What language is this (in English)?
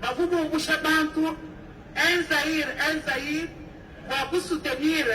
Luba-Lulua